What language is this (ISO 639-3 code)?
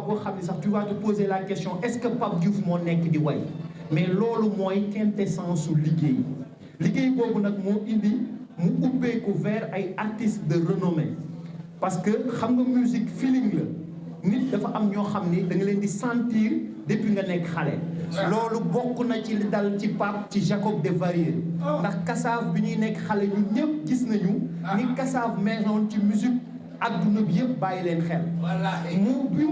wol